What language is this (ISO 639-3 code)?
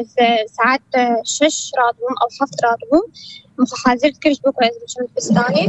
kur